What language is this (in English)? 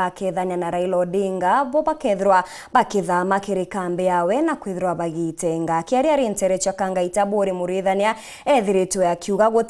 Meru